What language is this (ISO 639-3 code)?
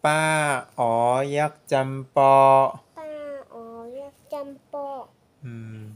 shn